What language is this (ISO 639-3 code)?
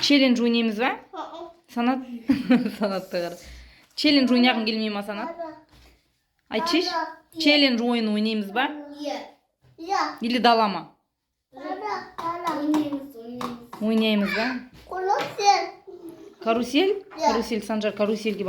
kaz